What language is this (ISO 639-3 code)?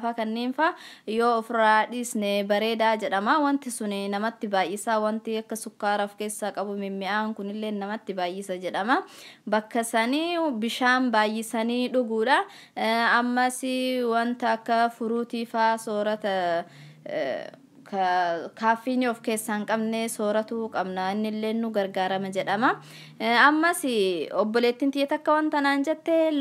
orm